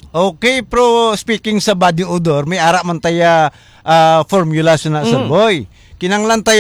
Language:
Hiligaynon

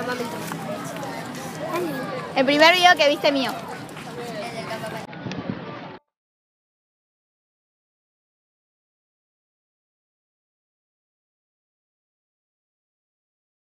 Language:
Spanish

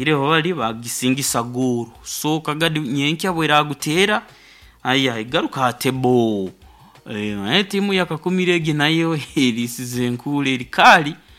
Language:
Nyoro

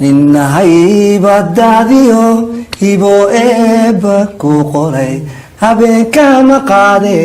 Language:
Somali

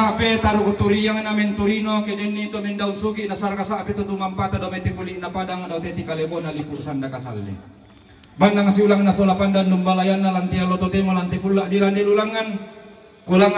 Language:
Toraja-Sa'dan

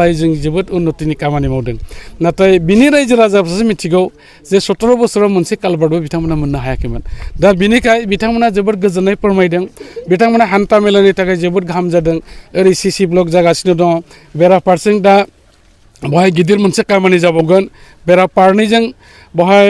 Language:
Bodo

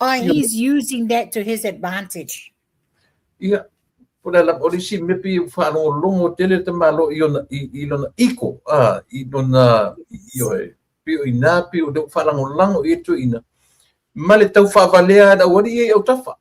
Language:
Samoan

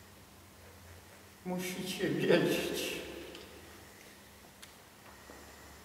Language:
Polish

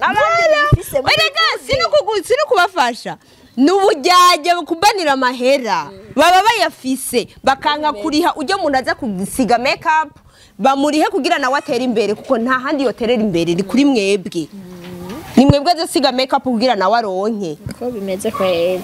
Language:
Rundi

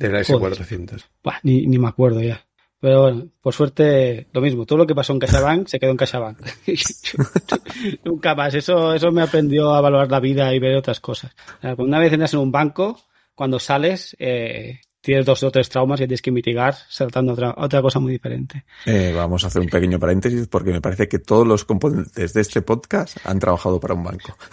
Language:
Spanish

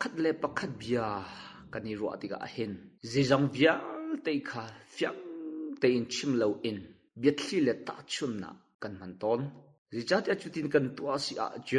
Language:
Hakha Chin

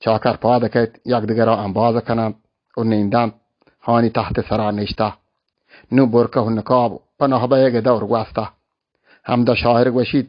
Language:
Baluchi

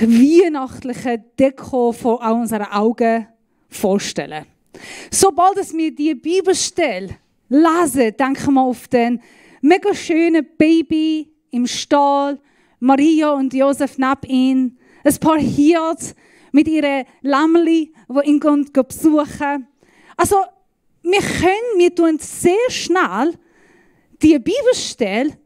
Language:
Swiss German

